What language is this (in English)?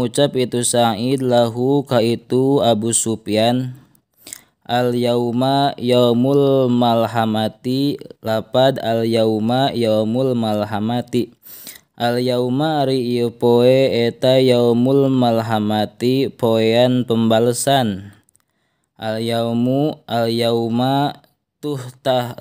Sundanese